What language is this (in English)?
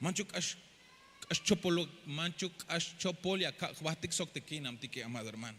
Tzeltal